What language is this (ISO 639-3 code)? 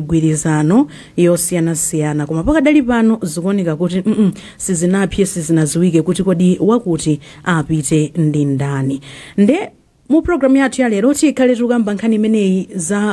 nya